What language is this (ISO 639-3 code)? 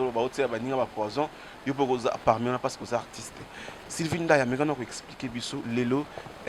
lin